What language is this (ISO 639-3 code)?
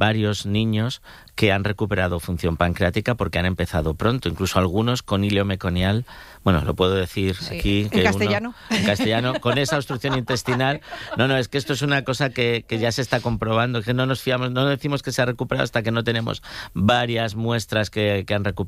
spa